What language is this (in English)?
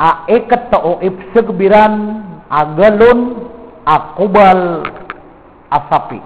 Maranao